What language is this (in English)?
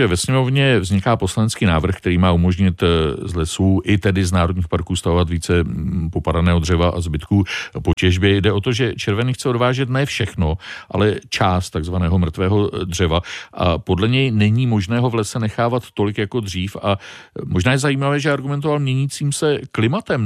Czech